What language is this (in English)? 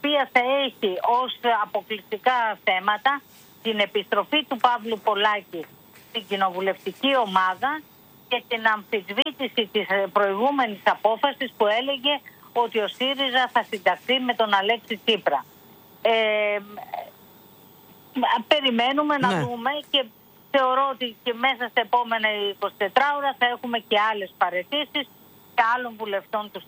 Greek